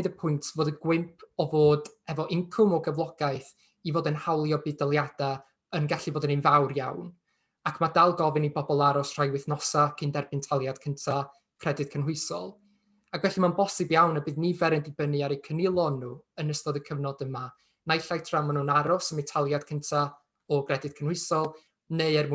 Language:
Welsh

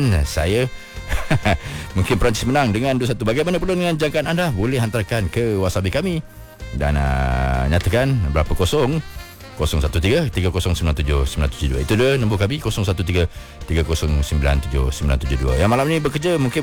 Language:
Malay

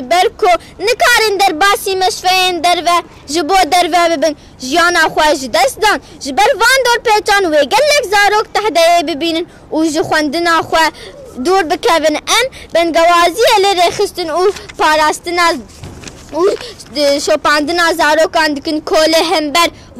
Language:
Kurdish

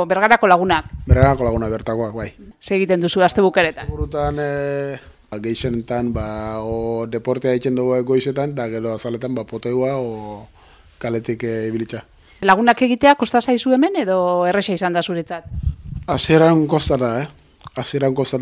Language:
Basque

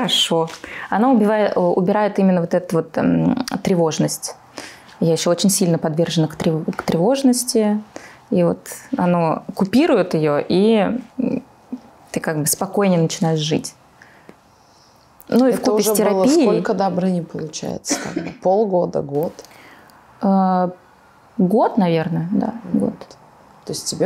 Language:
Russian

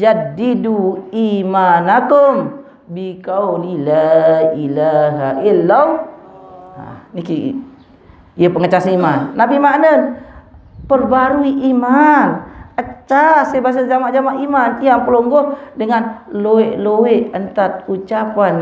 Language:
Sasak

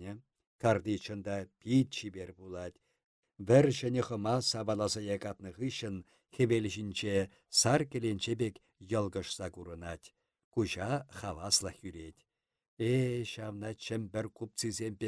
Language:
Chuvash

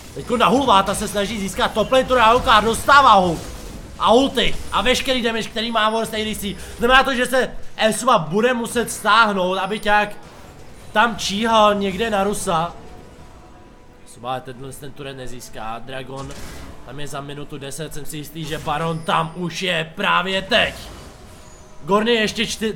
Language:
Czech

